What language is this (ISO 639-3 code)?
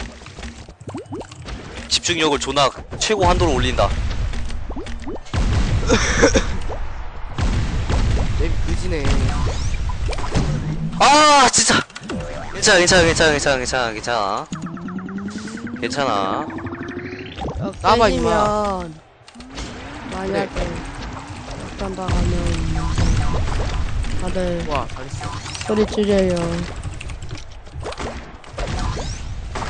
kor